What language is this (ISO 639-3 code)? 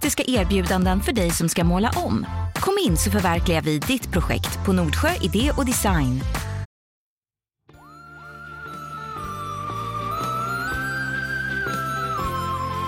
swe